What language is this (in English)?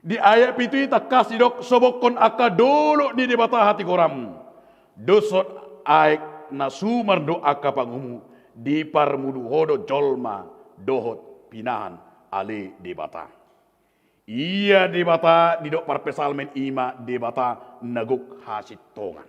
Batak Toba